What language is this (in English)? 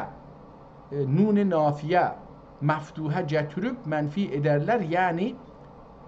South Azerbaijani